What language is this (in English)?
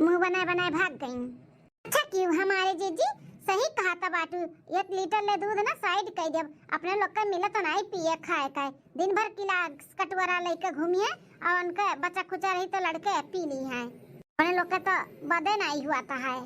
Awadhi